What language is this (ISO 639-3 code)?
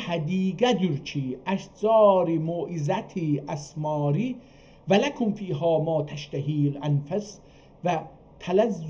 azb